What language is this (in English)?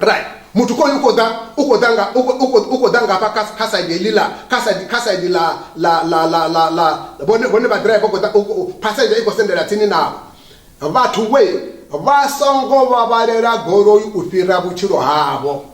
Venda